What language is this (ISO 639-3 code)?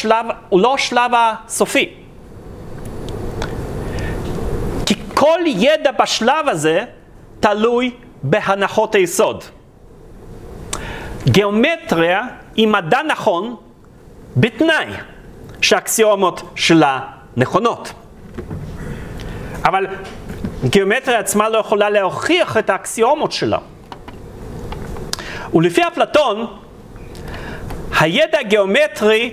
heb